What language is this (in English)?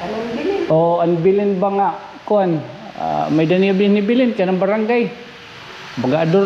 Waray